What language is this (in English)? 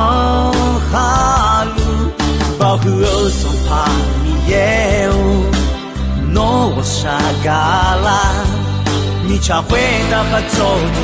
Akha